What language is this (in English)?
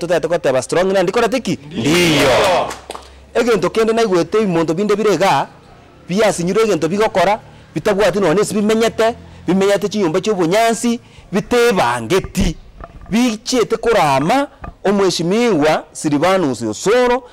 Gusii